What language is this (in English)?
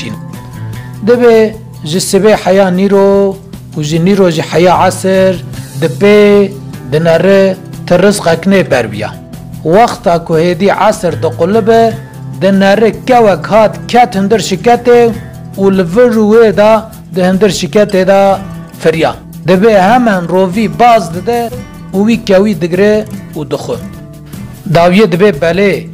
Kurdish